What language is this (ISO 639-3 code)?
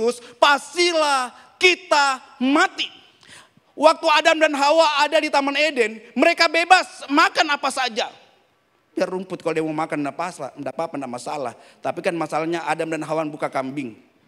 ind